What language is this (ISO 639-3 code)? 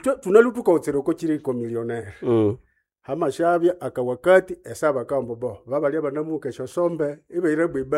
nnb